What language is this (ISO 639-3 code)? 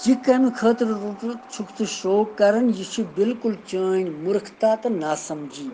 kas